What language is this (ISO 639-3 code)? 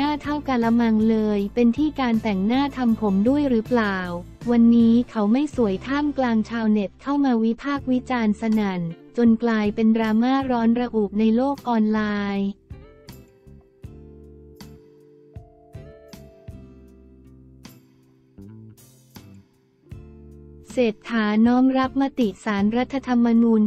tha